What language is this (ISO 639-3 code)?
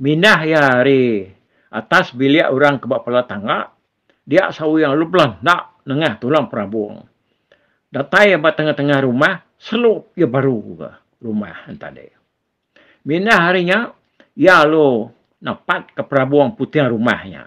iba